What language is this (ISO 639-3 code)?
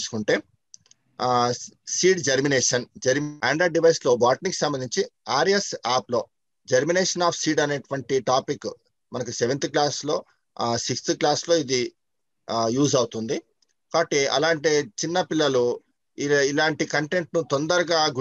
tel